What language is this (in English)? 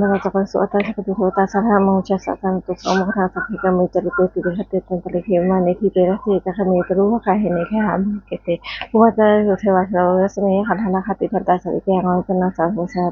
Pali